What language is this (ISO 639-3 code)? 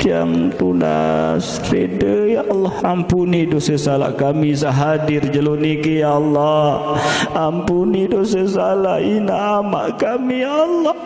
sas